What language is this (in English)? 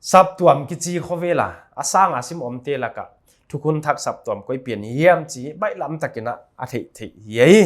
Paite Chin